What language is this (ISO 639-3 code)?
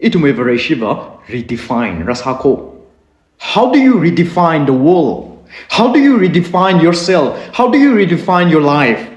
nmf